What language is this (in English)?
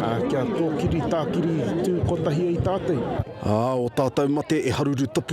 Māori